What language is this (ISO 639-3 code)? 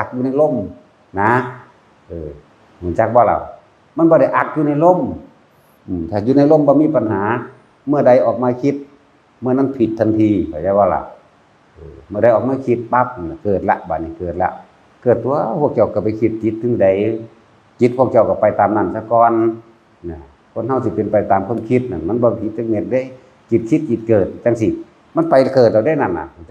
tts